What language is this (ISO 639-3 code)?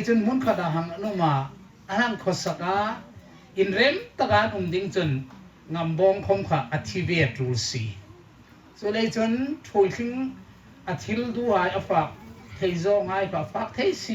hmr